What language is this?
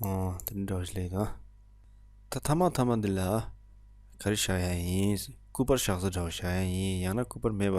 Tibetan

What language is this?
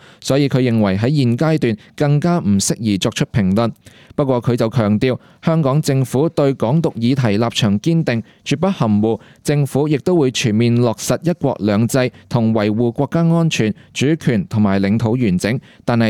Cantonese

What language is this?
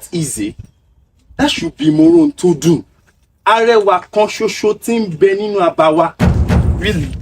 Yoruba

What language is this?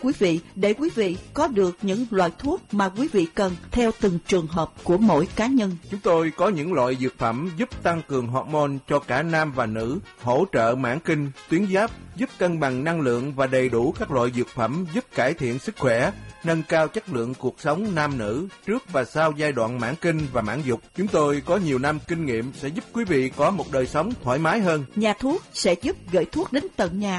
Vietnamese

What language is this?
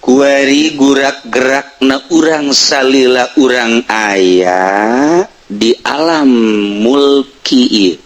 Sundanese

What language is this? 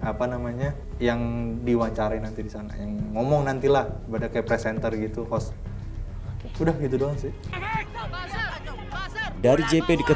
Indonesian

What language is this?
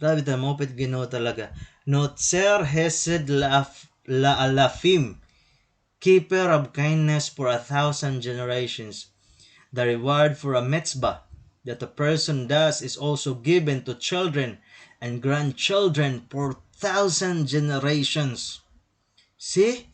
Waray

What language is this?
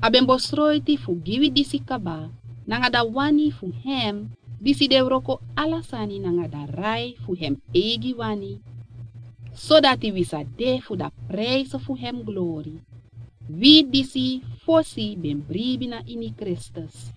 Sranan Tongo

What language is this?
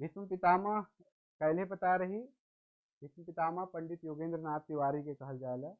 Sadri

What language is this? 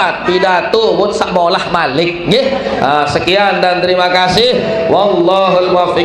Sasak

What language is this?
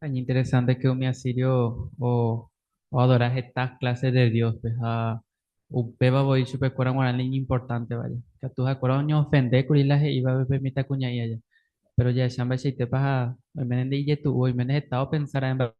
Guarani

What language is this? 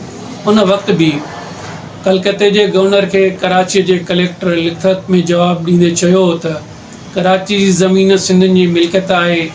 Sindhi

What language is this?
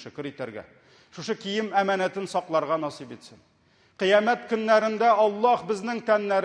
Tatar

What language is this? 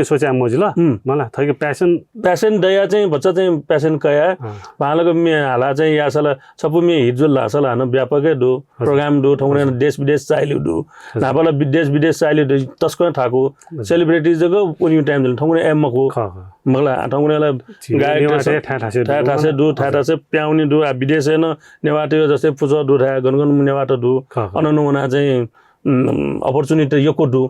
Newari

